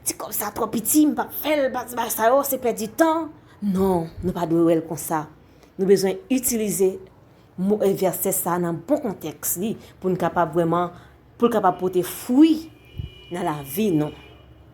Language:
Haitian Creole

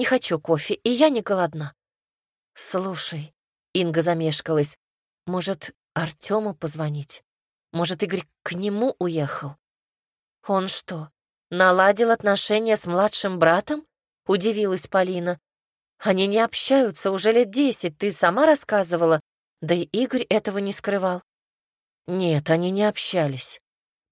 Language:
Russian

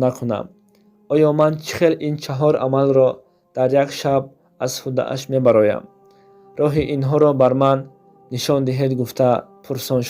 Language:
Tajik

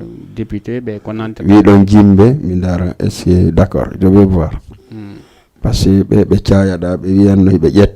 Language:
Fula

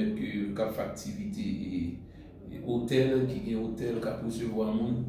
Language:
Haitian Creole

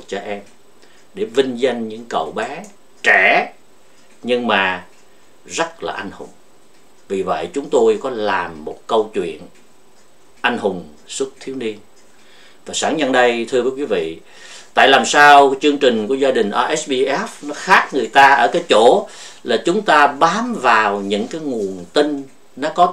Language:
Vietnamese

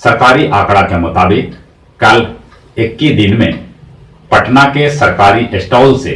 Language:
Magahi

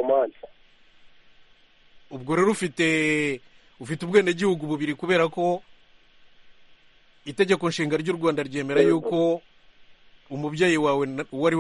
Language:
Kinyarwanda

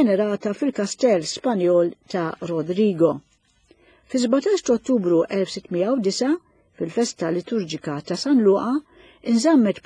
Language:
Maltese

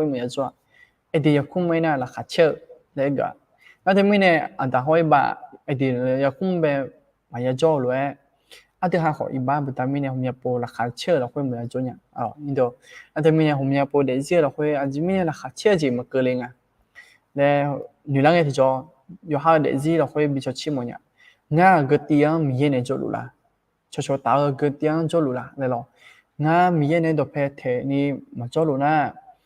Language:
Akha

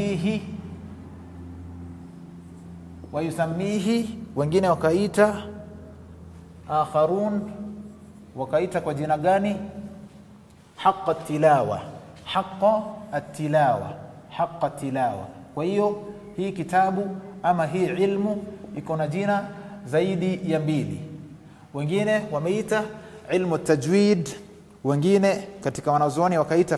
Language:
Swahili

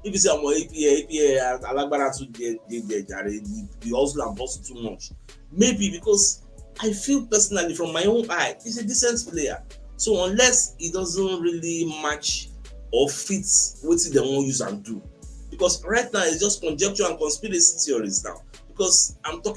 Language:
Nigerian Pidgin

